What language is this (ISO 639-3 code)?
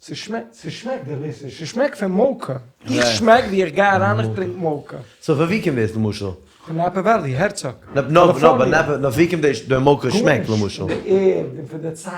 yid